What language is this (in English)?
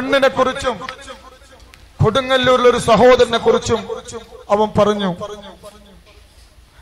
Malayalam